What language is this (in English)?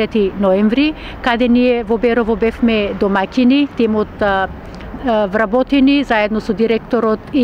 Macedonian